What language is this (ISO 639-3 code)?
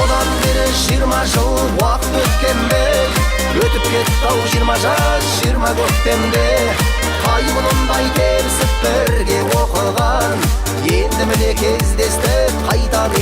kaa